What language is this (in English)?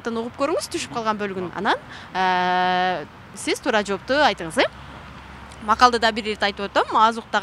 Kyrgyz